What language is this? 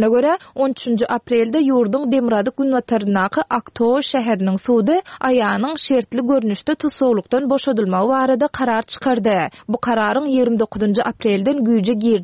Turkmen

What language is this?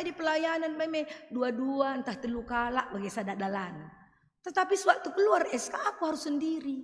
Batak Karo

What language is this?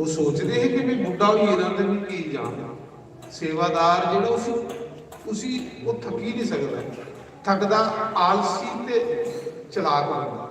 Dogri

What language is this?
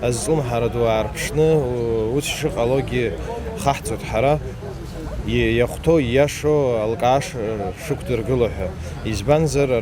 Abkhazian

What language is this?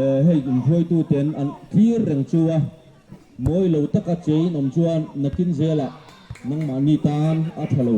Mizo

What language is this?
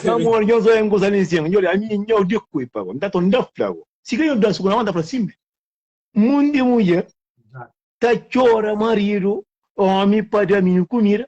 Kabuverdianu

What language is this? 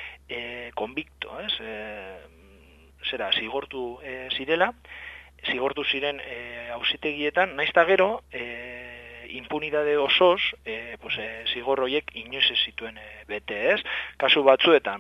Basque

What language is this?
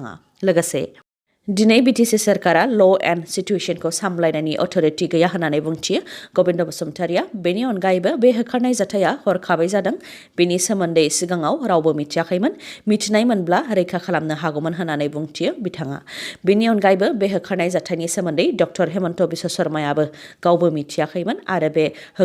Bodo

